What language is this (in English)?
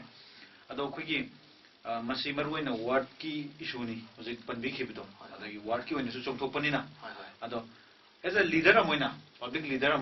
Manipuri